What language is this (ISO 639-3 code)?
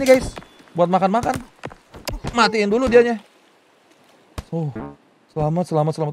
ind